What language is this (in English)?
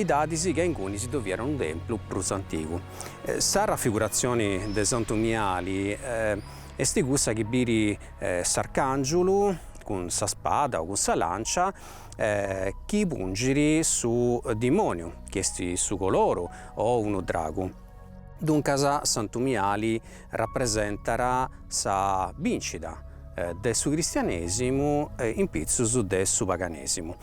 Sardinian